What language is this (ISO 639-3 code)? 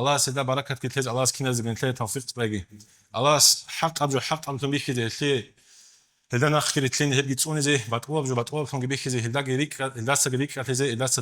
ava